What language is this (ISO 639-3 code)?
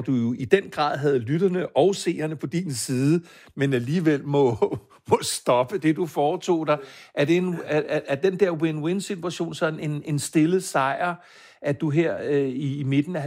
dan